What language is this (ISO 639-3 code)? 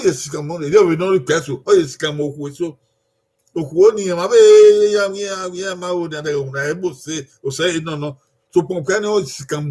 bin